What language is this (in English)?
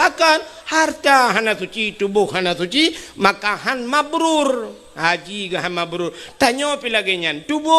Achinese